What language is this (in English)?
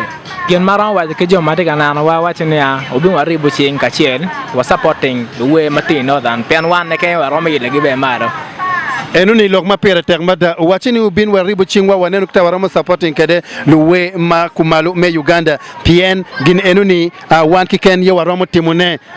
Acoli